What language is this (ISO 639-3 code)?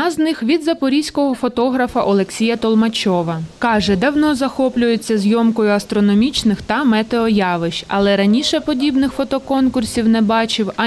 ukr